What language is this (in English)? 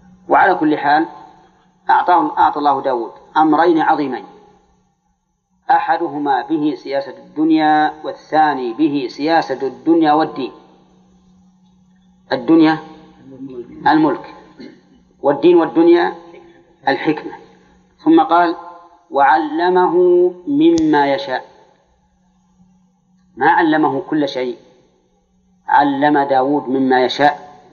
Arabic